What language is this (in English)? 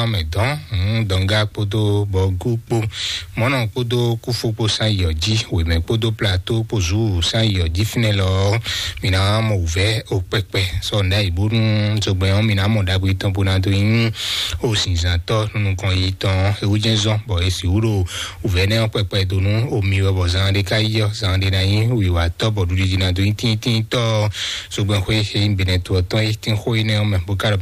Fon